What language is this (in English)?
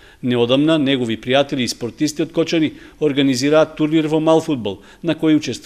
Macedonian